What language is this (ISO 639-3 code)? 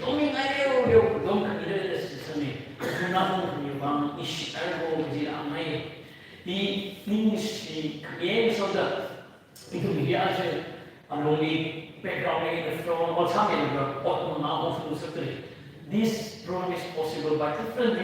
nmf